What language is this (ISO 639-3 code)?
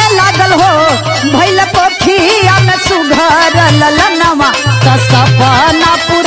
bho